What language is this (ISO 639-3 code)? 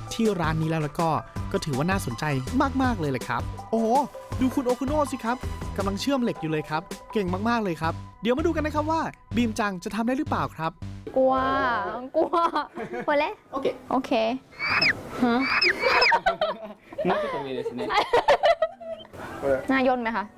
tha